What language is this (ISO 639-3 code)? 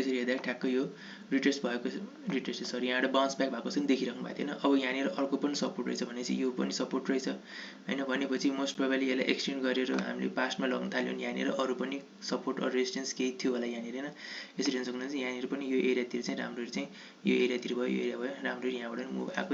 nep